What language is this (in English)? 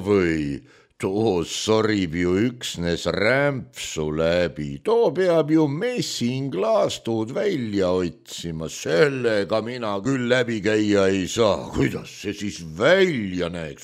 Estonian